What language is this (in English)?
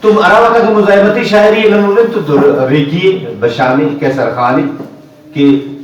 Brahui